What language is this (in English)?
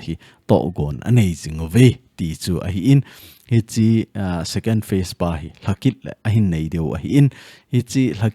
Thado Chin